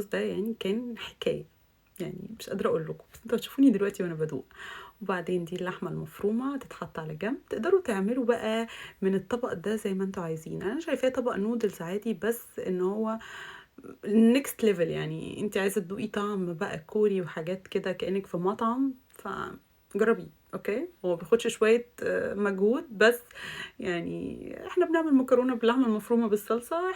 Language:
Egyptian Arabic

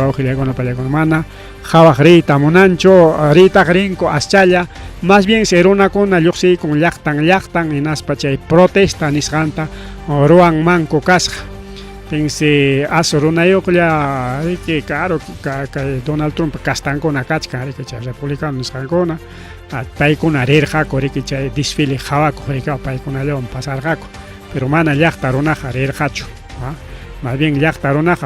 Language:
Ayacucho Quechua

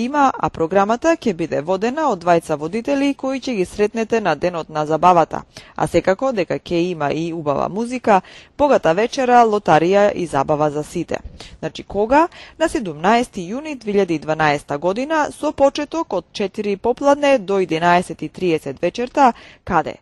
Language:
Macedonian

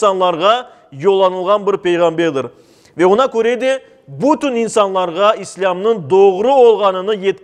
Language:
Crimean Tatar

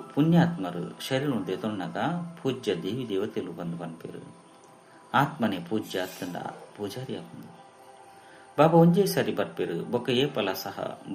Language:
Tulu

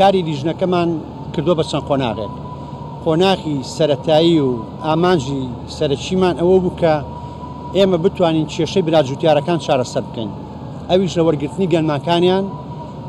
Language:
Central Kurdish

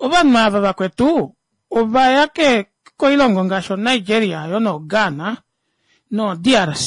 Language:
Kuanyama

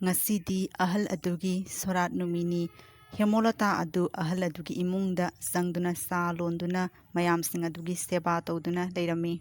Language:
Manipuri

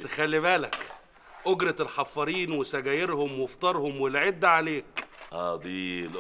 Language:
Egyptian Arabic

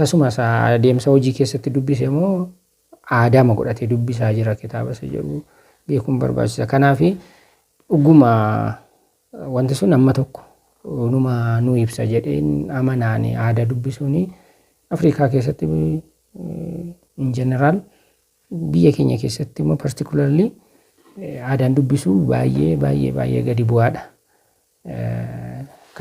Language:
Oromo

